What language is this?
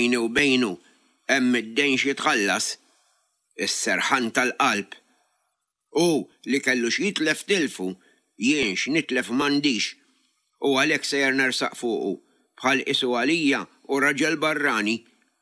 Maltese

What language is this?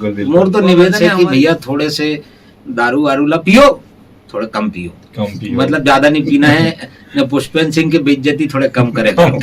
Chhattisgarhi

